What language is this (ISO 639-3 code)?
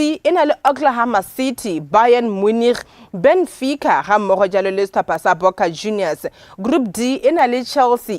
tsn